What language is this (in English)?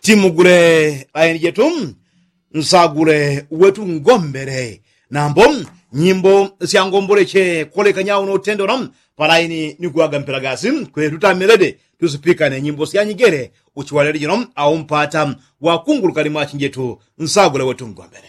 Yao